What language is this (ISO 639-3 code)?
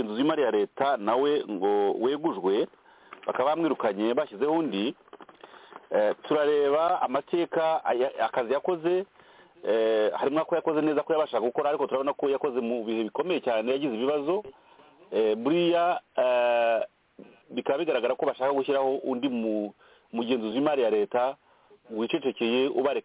kin